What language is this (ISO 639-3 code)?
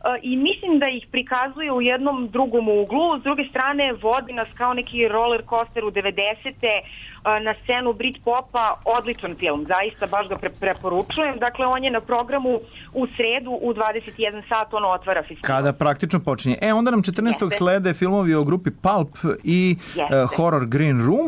srp